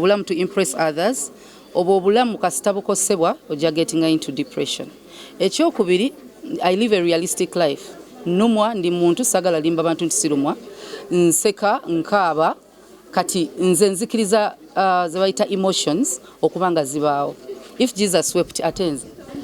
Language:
Ganda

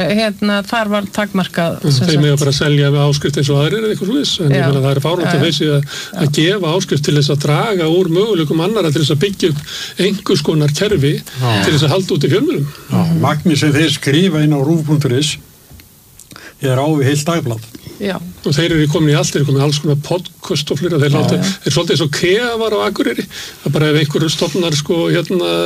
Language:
Icelandic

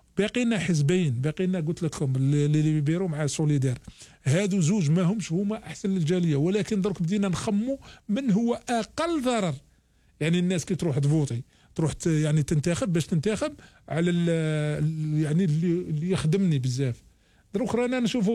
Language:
Algerian Arabic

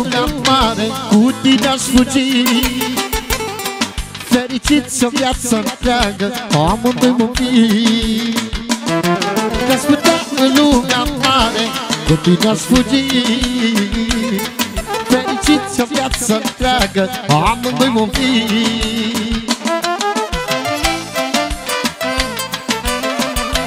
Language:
Romanian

